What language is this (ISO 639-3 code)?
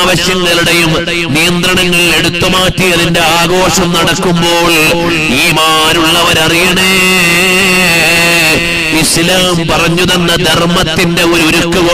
mal